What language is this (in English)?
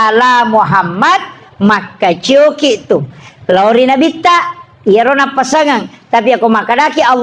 Buginese